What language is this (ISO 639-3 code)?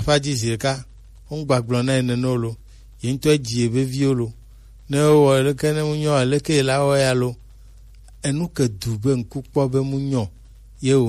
gej